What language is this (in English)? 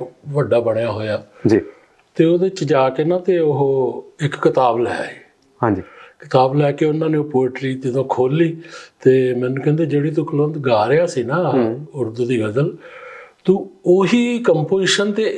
Punjabi